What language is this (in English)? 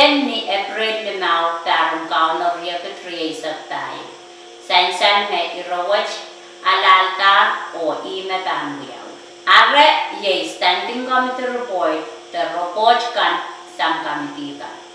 Pohnpeian